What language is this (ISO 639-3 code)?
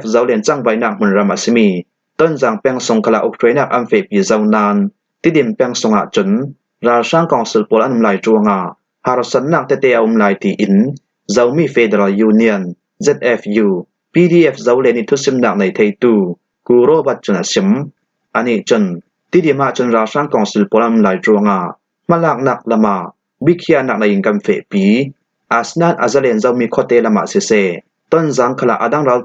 cfm